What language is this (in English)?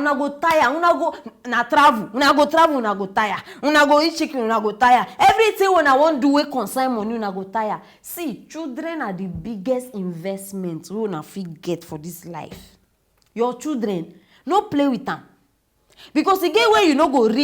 Nigerian Pidgin